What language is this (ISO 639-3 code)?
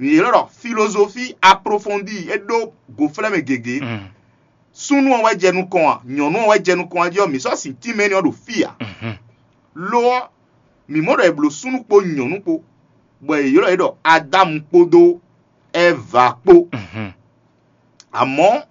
fon